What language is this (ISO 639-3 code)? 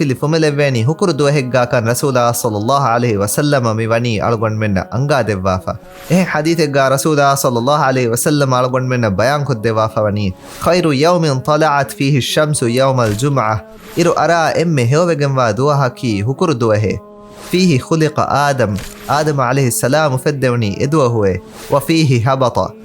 div